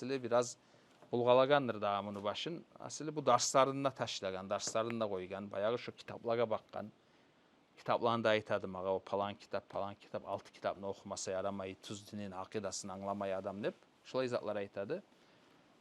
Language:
Kumyk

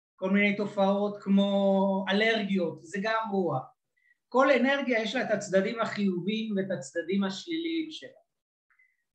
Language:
Hebrew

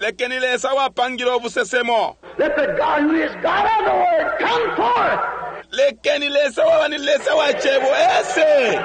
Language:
Bemba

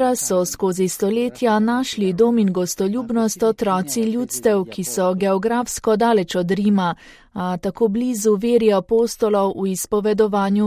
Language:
Slovenian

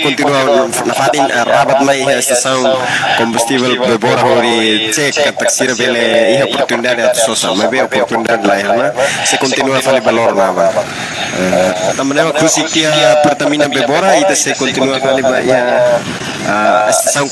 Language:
Tetum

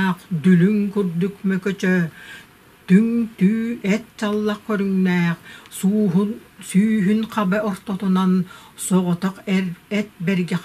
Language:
Yakut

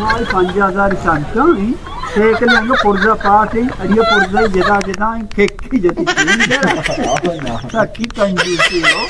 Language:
Baluchi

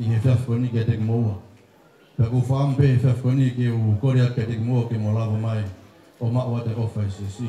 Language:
Tongan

